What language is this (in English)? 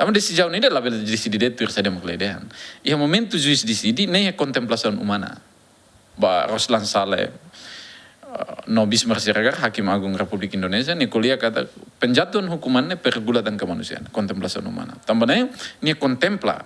Tetum